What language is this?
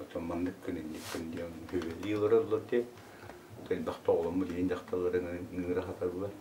Yakut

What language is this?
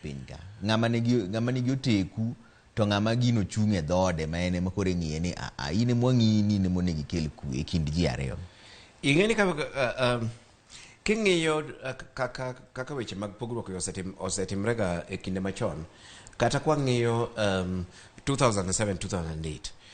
Luo (Kenya and Tanzania)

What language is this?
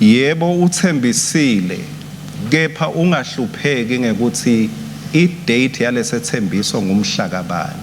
Swati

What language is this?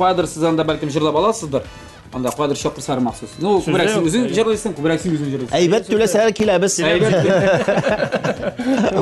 Tatar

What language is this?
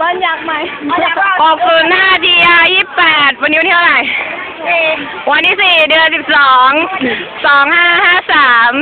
Lao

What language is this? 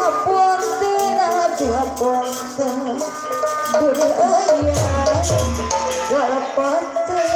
Betawi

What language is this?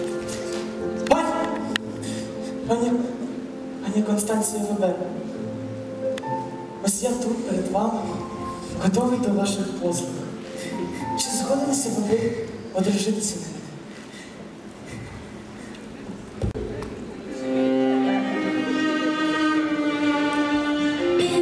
Ukrainian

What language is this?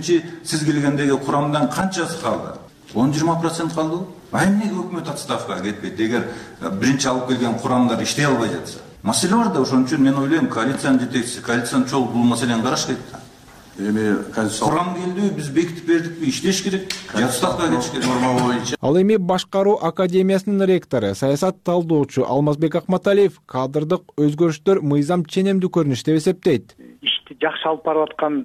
Kyrgyz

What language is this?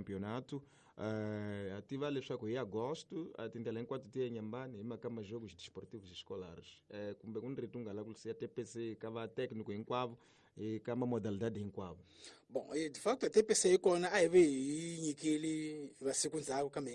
Tsonga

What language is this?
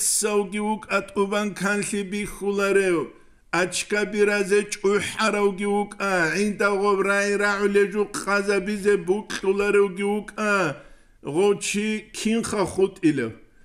Avaric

